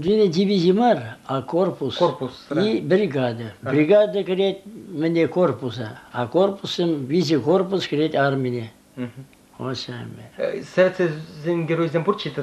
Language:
Chuvash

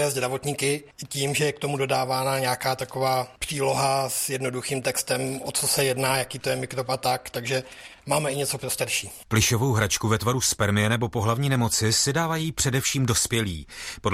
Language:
Czech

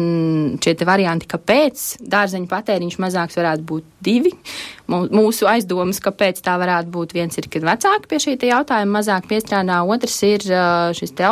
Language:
Latvian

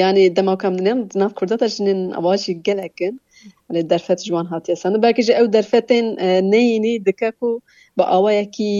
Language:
Kurdish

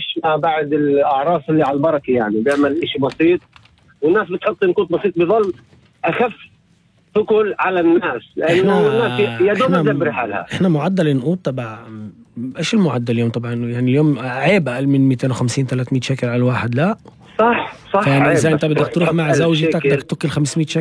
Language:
North Levantine Arabic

